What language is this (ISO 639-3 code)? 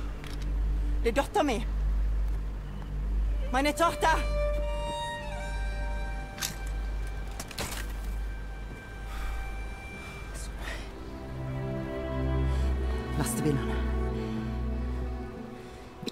nor